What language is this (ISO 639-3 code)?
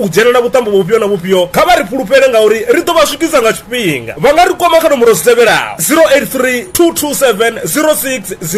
ven